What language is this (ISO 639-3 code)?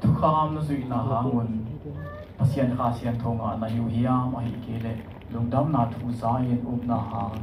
ctd